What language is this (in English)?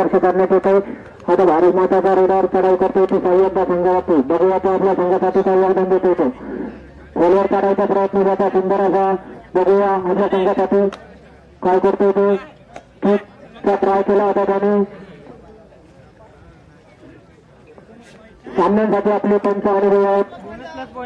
Marathi